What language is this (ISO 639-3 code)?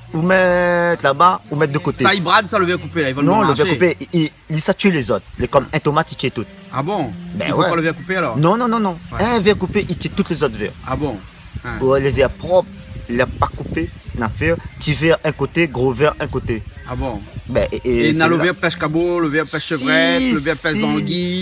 rcf